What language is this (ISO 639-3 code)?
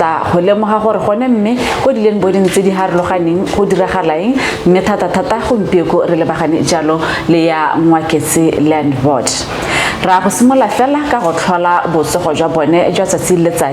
tsn